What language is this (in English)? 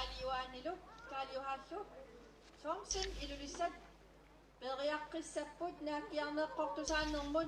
Kalaallisut